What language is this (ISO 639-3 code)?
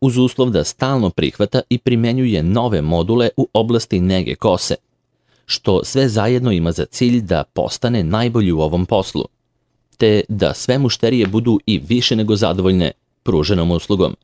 srp